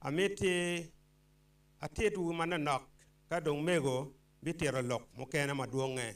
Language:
Acoli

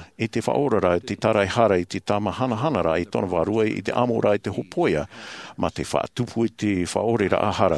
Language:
Tahitian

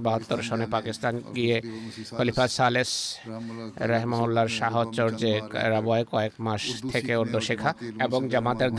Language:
Bangla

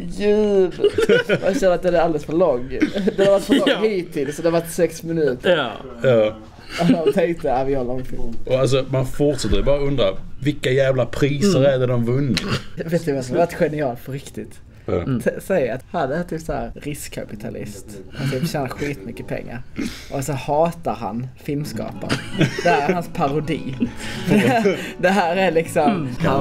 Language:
Swedish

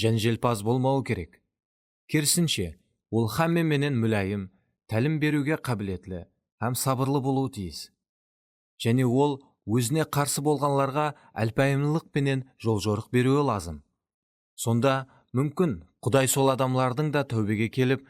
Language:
Kara-Kalpak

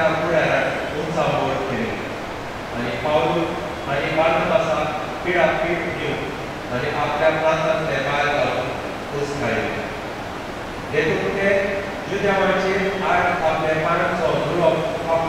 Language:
Konkani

